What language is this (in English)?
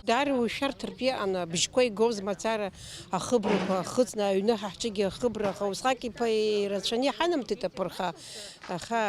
Abkhazian